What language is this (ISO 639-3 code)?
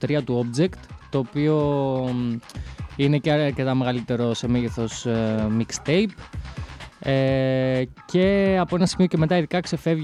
ell